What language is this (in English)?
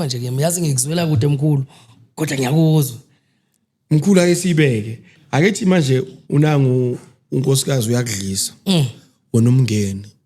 Zulu